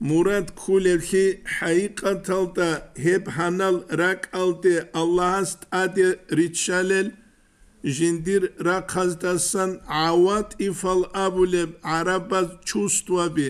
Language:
Avaric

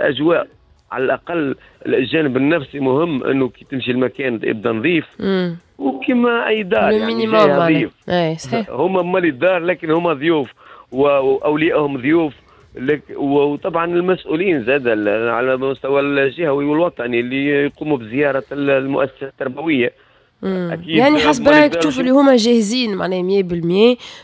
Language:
Tunisian Arabic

